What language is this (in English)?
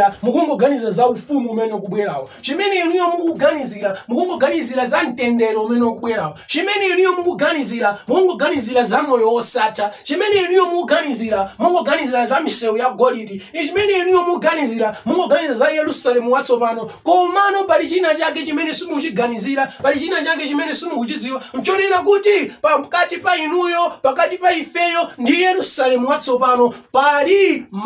Nyanja